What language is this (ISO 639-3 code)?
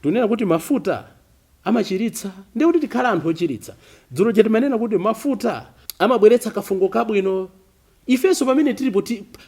nya